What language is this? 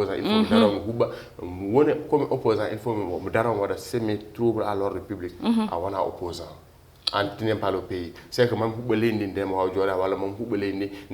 Fula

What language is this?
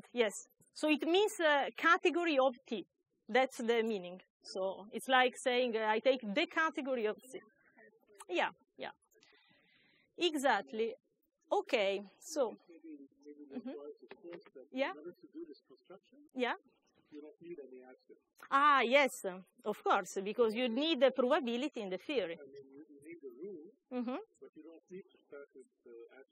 English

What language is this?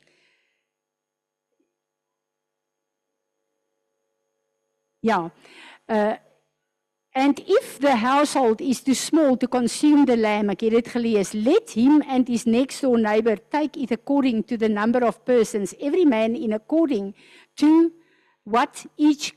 Afrikaans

